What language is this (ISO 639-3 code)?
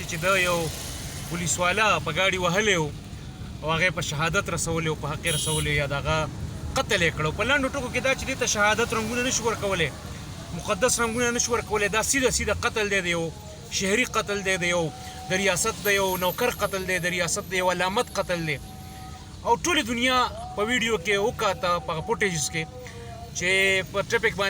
pus